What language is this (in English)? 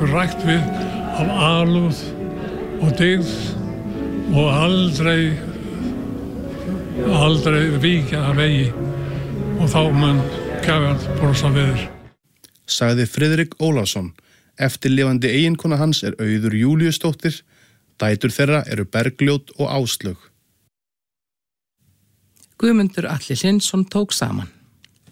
Icelandic